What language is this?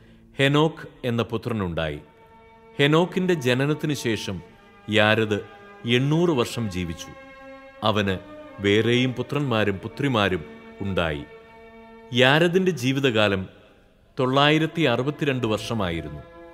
Malayalam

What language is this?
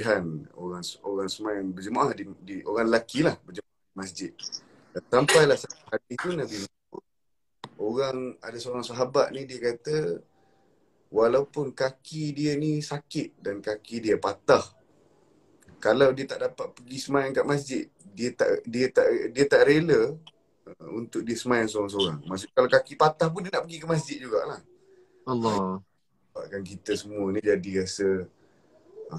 Malay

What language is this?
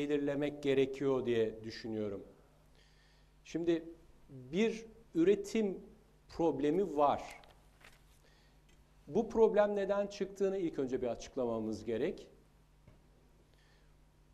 Turkish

